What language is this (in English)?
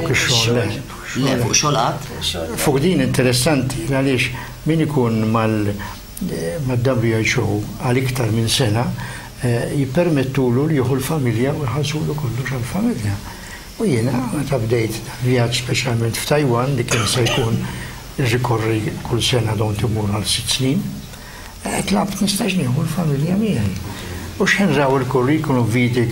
Maltese